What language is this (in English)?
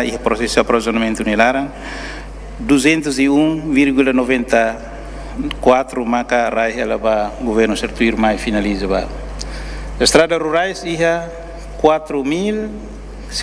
Tetum